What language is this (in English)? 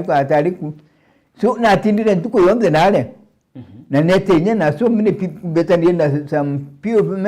Meru